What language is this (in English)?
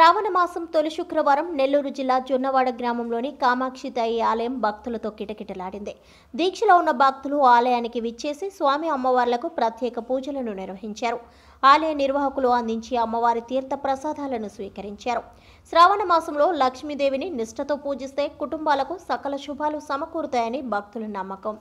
Telugu